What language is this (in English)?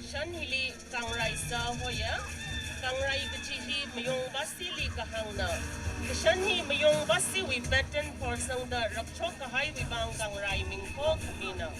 Tangkhul Naga (India)